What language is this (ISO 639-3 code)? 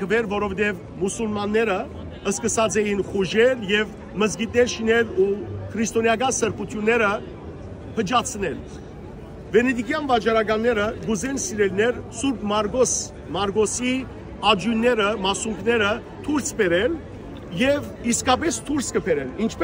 hyw